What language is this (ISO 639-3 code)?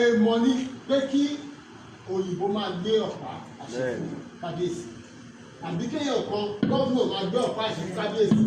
yor